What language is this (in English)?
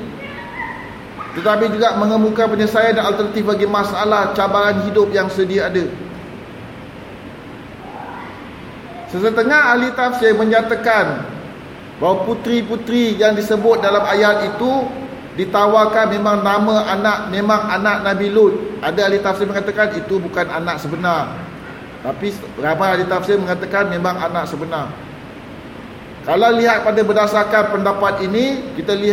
Malay